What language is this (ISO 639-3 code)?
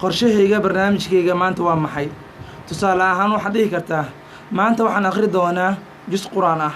som